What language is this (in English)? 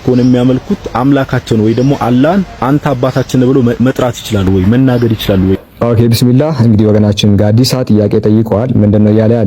Amharic